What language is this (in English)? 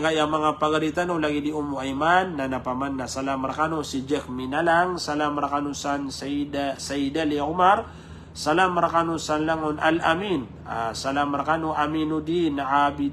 Maranao